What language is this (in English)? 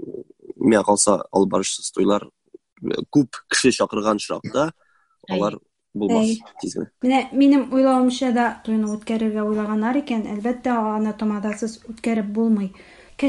Tatar